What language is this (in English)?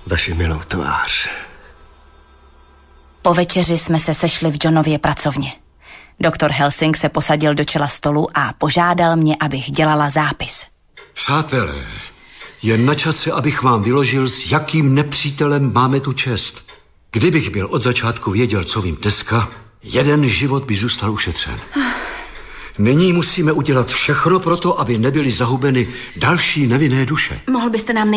Czech